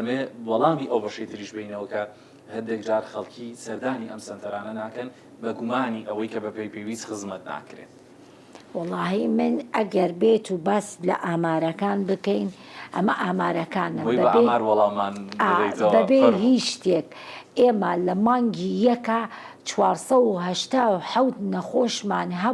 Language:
Central Kurdish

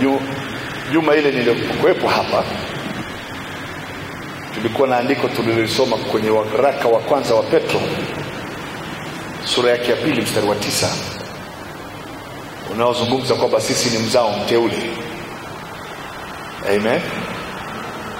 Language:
Swahili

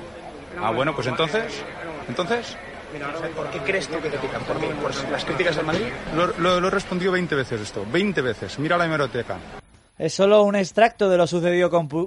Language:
Spanish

